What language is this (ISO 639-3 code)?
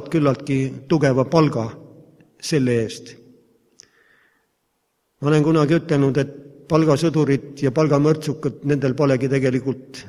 est